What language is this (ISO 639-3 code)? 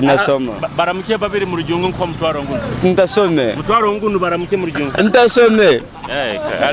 nyo